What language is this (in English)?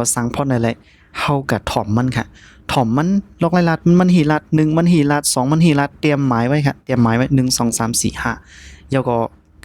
Shan